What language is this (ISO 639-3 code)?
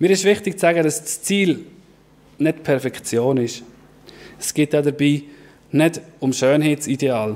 gsw